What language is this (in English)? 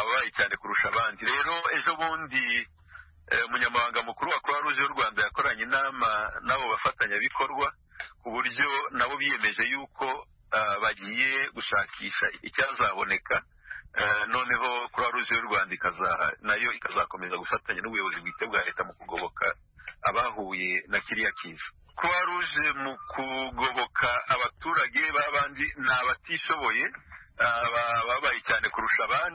Kinyarwanda